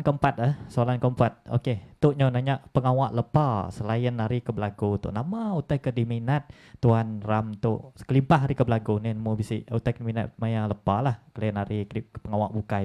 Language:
Iban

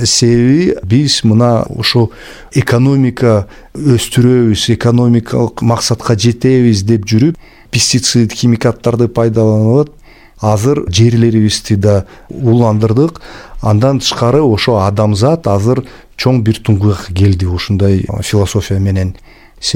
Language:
Kyrgyz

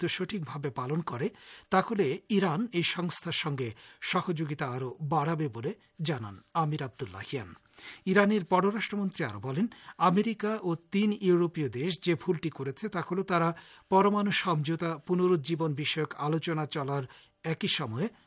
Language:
Bangla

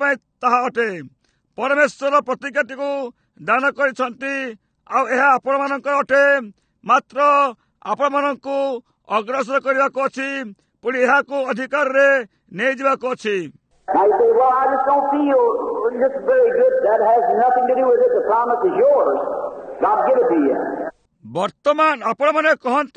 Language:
Odia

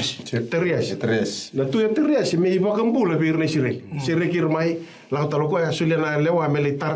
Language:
Fijian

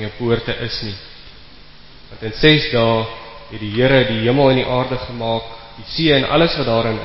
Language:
Afrikaans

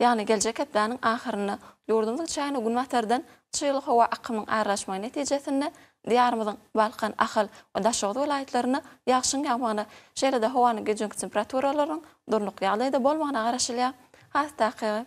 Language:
Turkmen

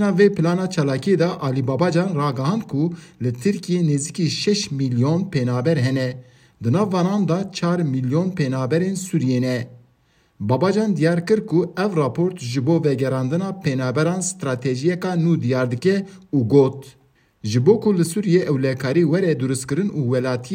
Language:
Kurdish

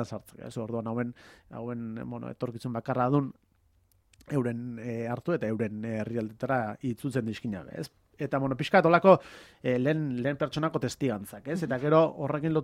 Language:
Basque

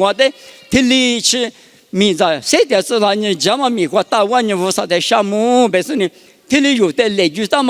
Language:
Lisu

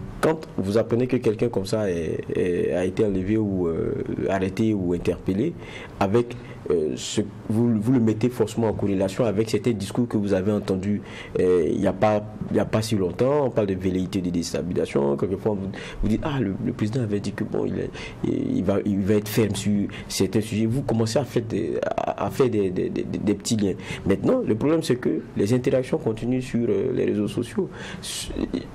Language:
French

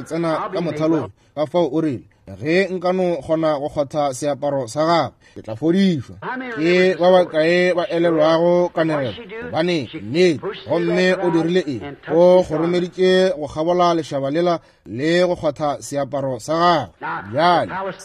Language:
Northern Sotho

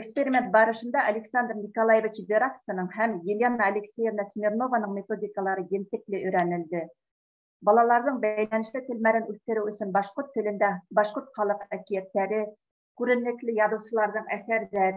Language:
Bashkir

